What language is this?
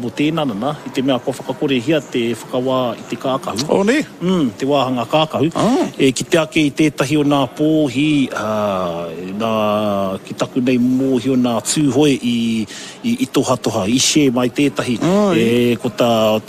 Māori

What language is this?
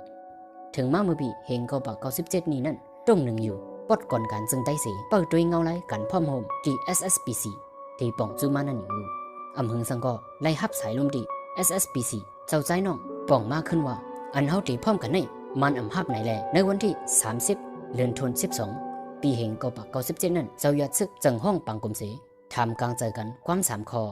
Shan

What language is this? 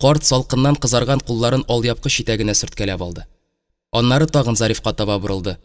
Tatar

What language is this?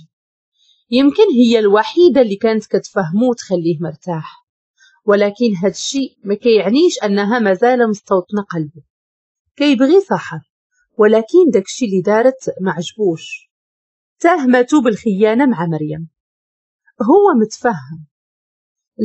Moroccan Arabic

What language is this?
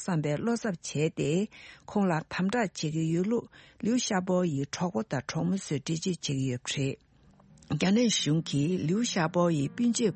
Tibetan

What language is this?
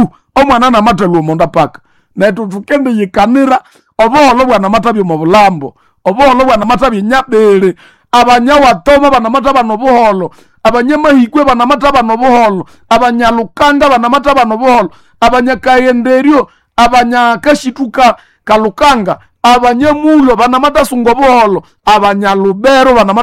Nande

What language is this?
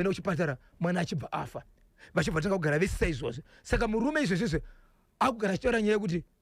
Shona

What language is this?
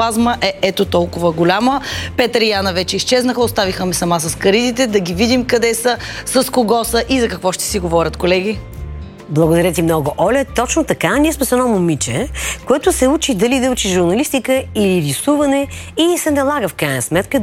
Bulgarian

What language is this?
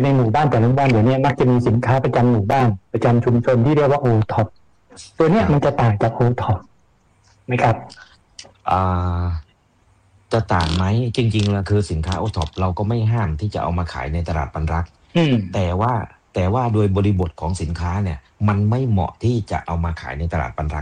Thai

